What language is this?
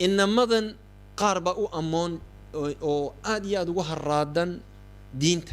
Somali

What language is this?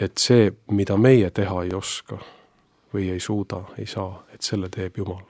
Estonian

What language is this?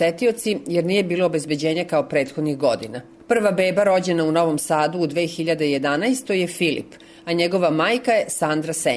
Serbian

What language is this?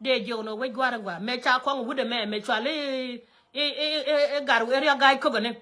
Nuer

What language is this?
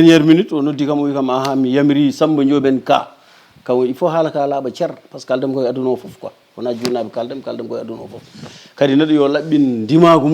Fula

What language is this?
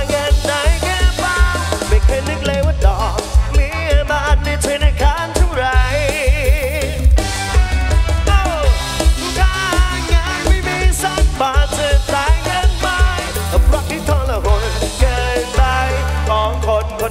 Thai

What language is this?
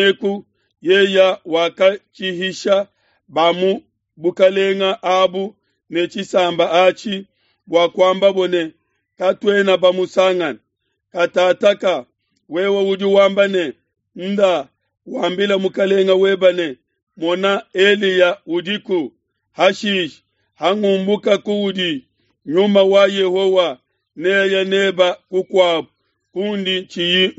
Luba-Lulua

